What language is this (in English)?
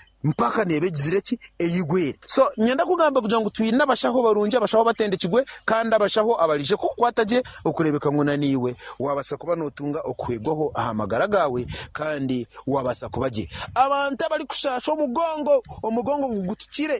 Nyankole